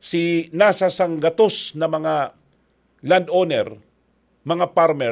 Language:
Bikol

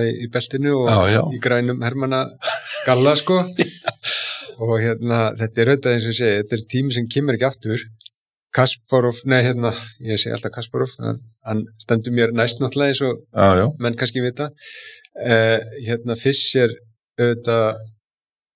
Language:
Icelandic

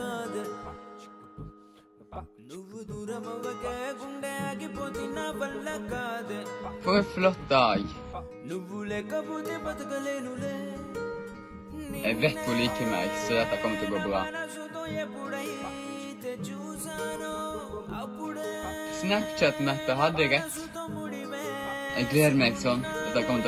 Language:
Norwegian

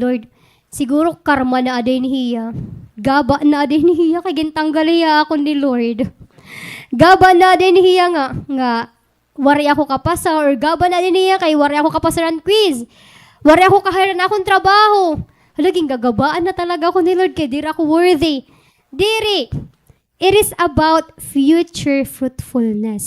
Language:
Waray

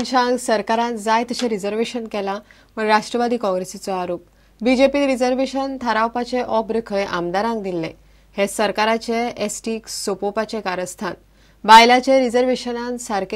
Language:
Konkani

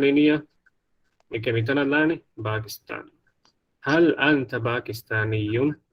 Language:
Divehi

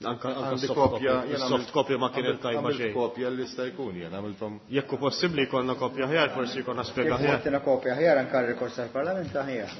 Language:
Maltese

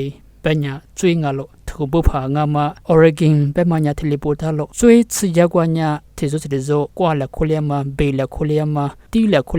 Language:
Lisu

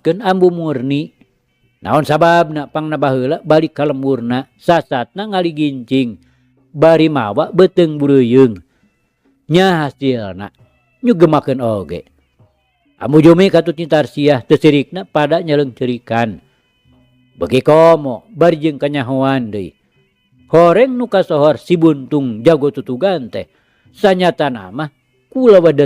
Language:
Sundanese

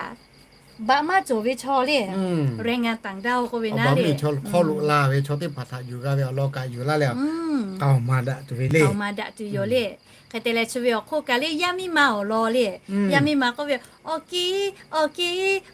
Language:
Lahu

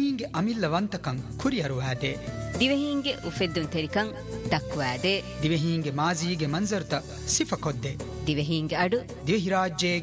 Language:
Divehi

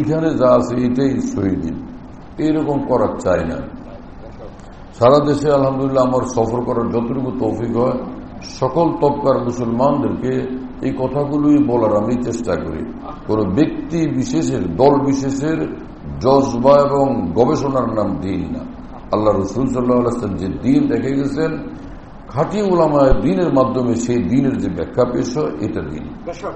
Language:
Bangla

